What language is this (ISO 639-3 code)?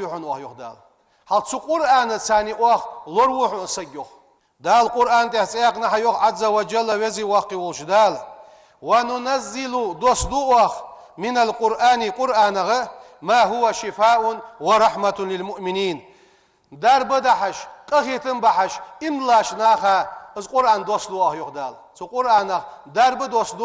inh